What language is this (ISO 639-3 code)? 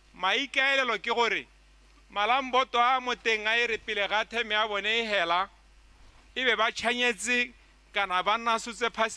tsn